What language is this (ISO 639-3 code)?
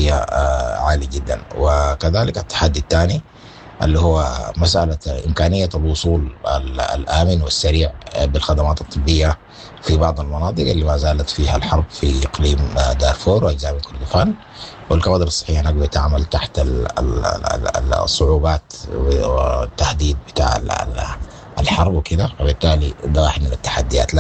apd